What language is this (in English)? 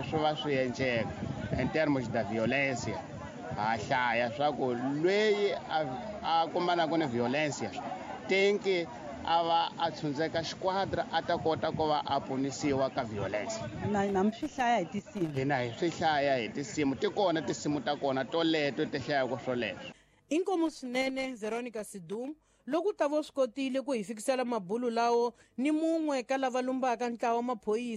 Tsonga